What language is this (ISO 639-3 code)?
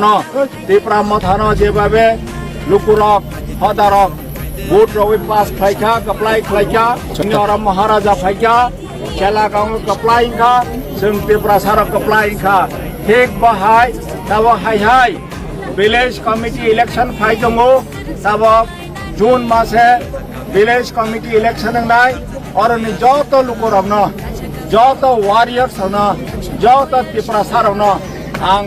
trp